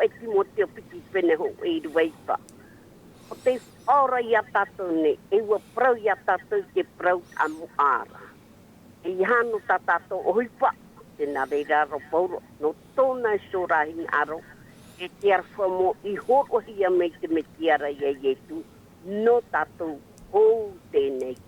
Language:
Tahitian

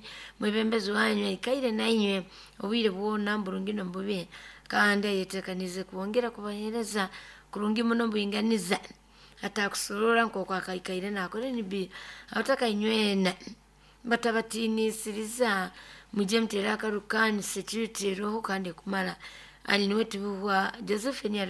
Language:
Nyoro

